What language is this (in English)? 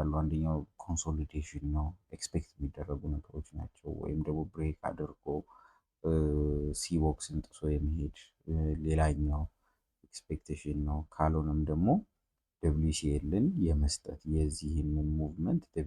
Amharic